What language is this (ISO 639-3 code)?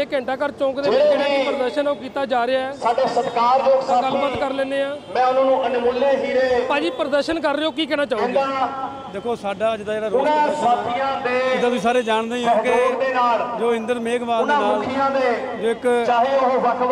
pan